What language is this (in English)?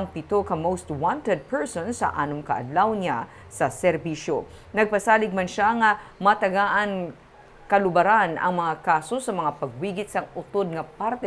Hiligaynon